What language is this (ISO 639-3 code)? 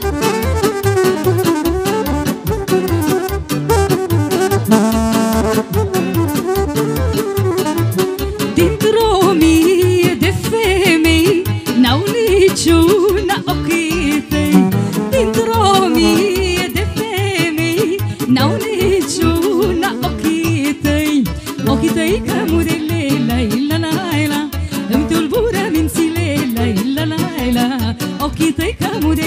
ron